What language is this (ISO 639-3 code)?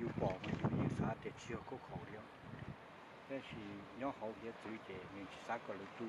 hmn